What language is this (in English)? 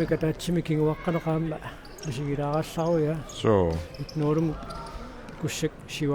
Kalaallisut